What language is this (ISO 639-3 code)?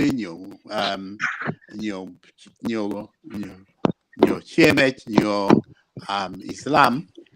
ach